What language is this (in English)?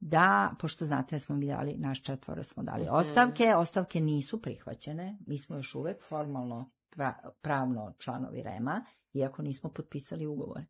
Serbian